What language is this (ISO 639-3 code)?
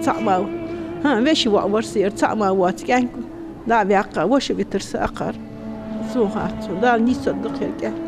inh